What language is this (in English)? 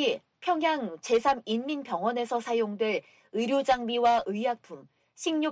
Korean